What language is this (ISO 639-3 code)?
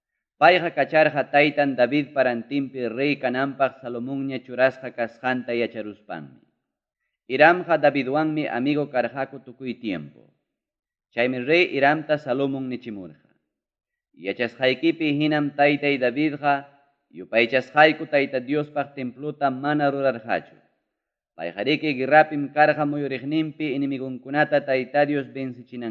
quy